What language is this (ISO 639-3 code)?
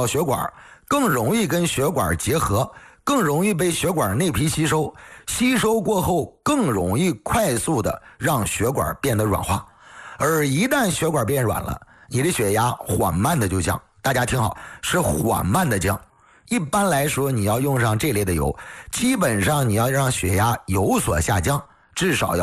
zho